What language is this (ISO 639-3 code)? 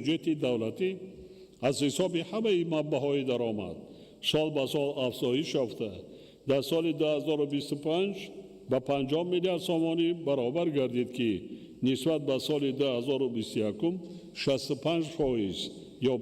tgk